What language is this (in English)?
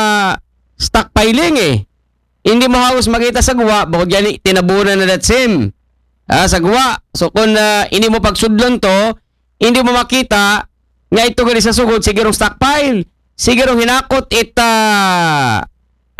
Aklanon